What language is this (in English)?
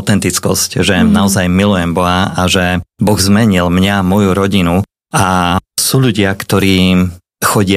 Slovak